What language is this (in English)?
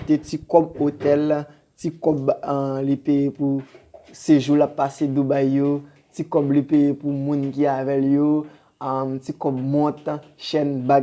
Haitian Creole